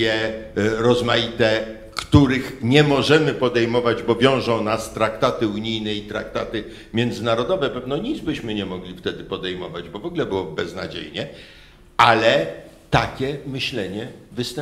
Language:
Polish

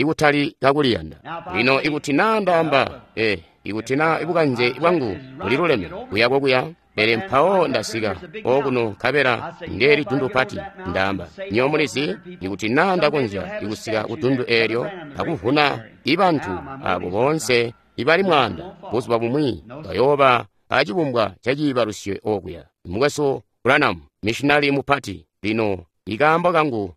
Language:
Tonga (Zambia)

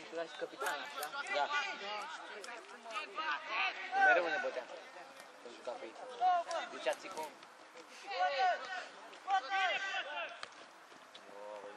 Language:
Romanian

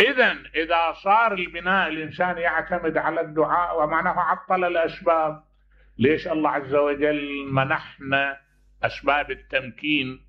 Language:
Mesopotamian Arabic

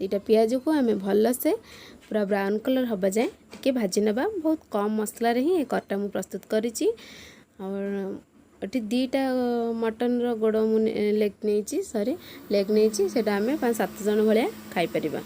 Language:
Odia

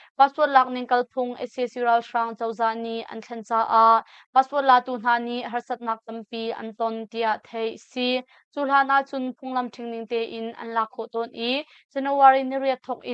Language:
Hakha Chin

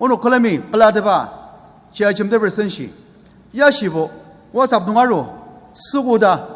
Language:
Ao Naga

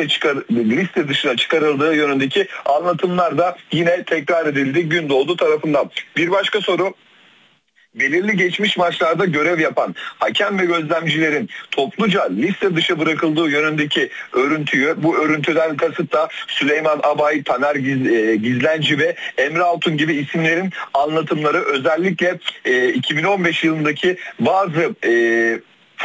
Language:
Turkish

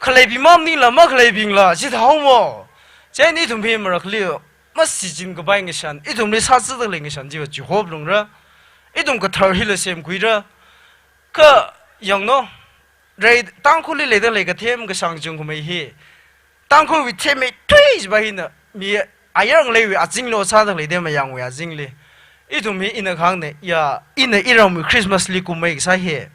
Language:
Tangkhul Naga (India)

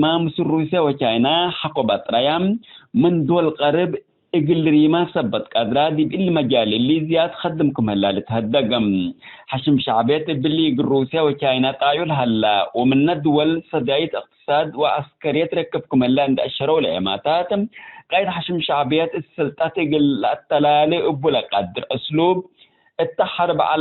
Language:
Tigre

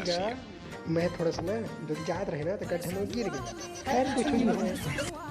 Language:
Chhattisgarhi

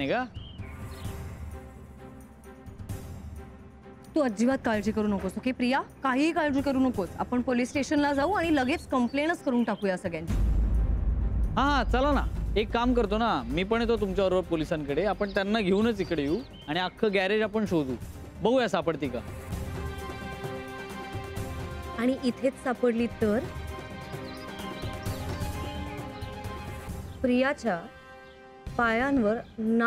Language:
Marathi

